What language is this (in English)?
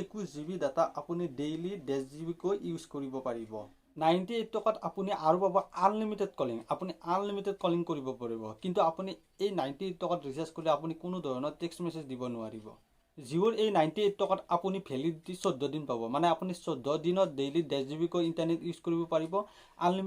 Assamese